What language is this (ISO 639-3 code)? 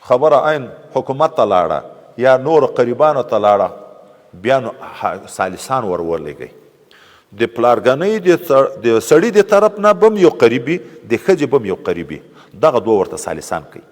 pus